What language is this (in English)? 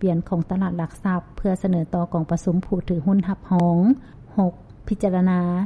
Lao